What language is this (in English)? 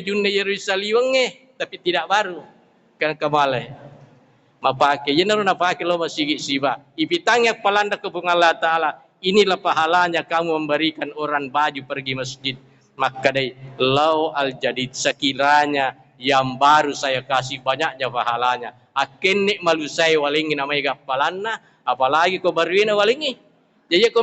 Buginese